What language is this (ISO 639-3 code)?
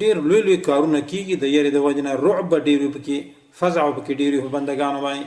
pus